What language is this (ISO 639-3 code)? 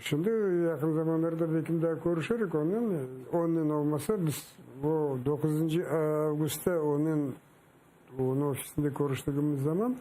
crh